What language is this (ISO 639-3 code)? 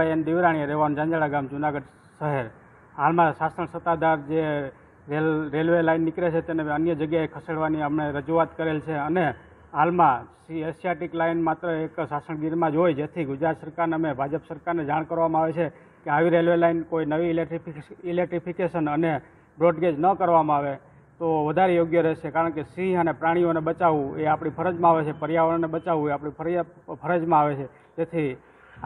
guj